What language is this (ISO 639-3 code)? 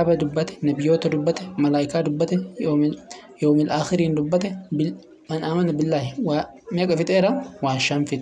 orm